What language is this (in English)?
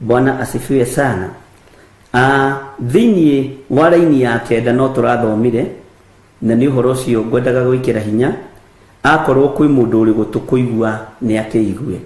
Kikuyu